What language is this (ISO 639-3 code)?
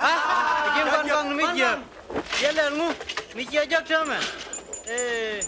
nus